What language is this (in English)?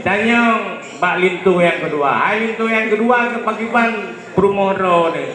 Achinese